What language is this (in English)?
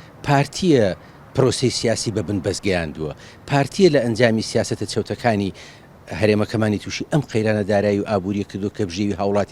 Central Kurdish